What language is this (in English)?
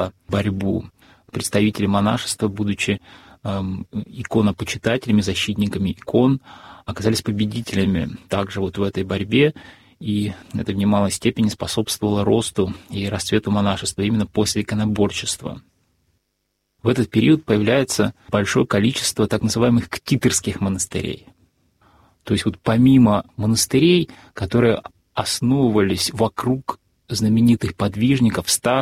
Russian